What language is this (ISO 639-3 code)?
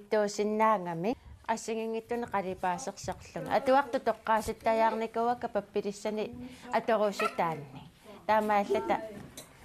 kal